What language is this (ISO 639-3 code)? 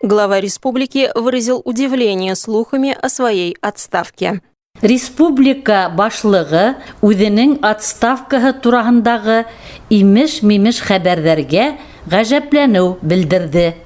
bak